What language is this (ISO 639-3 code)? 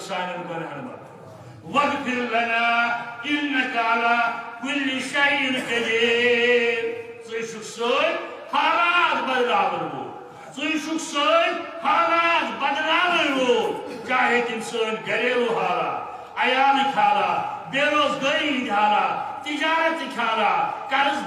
kas